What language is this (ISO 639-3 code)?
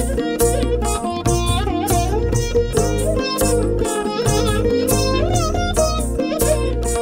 tel